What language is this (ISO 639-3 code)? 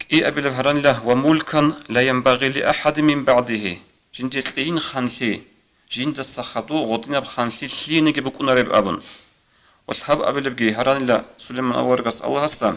ava